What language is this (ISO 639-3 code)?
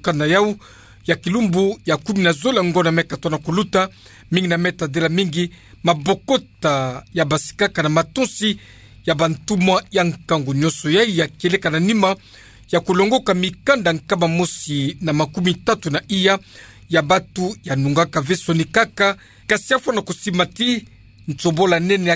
ktu